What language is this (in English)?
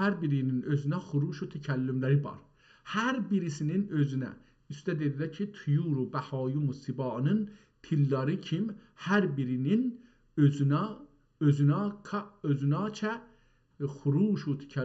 South Azerbaijani